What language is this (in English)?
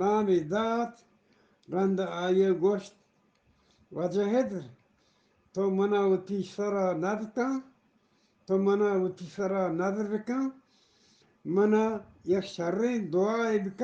Eastern Balochi